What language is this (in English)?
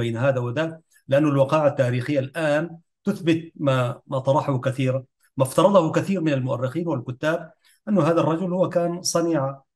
Arabic